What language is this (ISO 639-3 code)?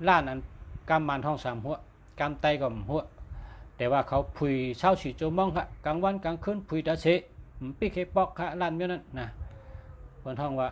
shn